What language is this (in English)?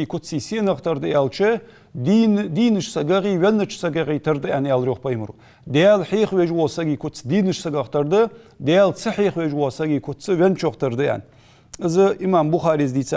Ingush